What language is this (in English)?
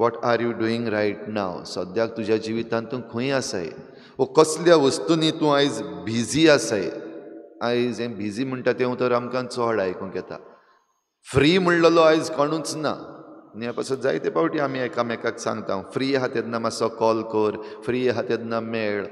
Konkani